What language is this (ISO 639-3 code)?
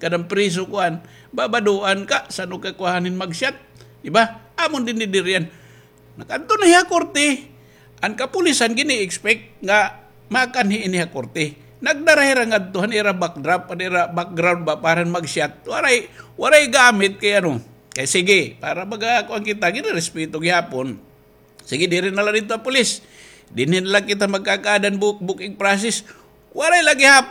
war